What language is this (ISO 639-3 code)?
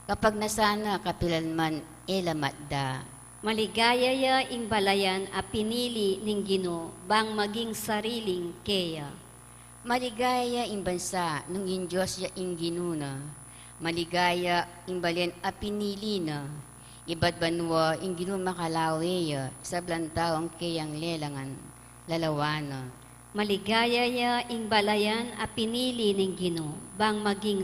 pam